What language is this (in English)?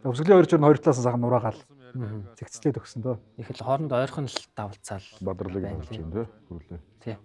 Mongolian